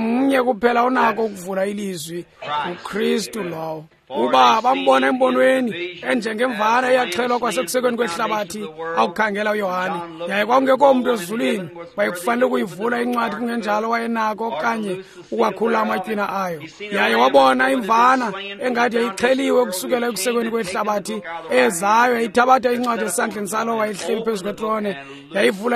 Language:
Xhosa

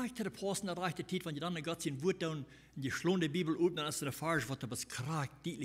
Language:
Plautdietsch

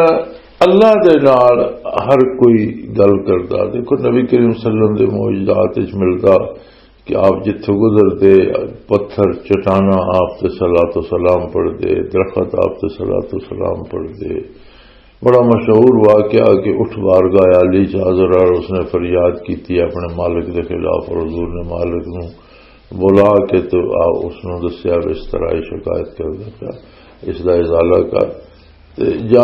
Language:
Western Panjabi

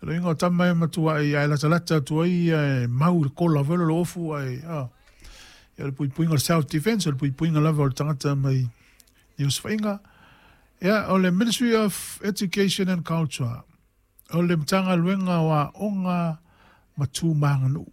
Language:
Samoan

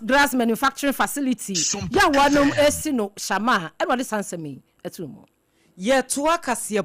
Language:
Akan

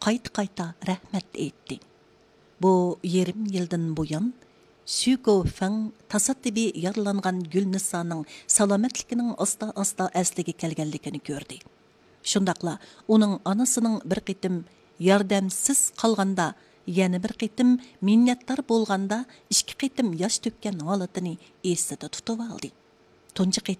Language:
Uyghur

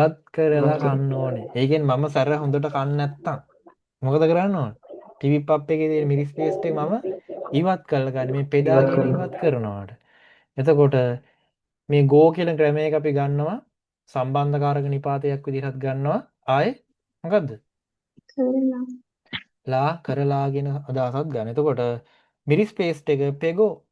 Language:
Sinhala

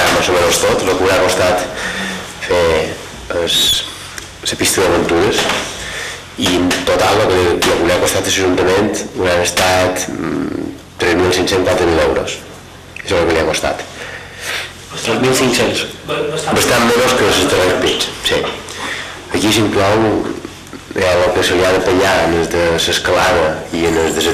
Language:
Catalan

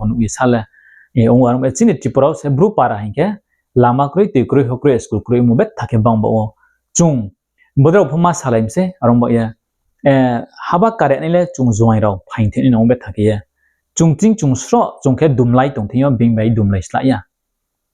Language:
Riang (India)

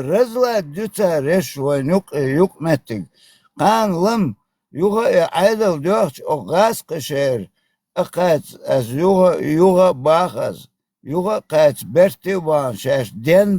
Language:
Chechen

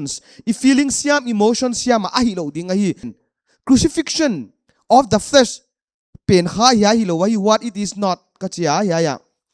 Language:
Paite Chin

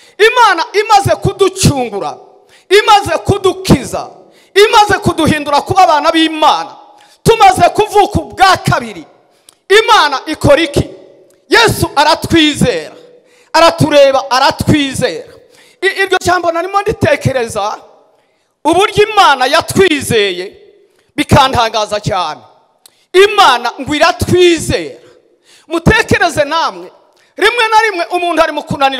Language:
Kinyarwanda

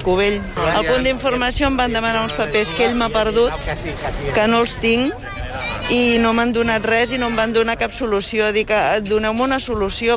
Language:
Catalan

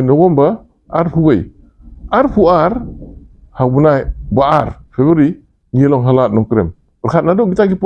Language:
Khasi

